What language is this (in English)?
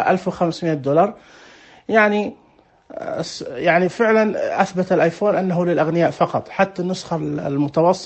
Najdi Arabic